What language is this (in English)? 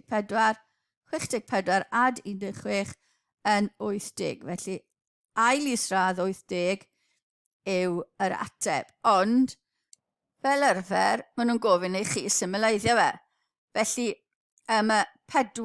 Welsh